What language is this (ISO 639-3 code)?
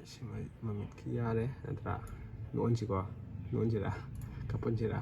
mni